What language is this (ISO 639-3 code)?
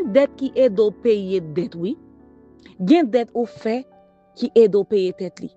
hat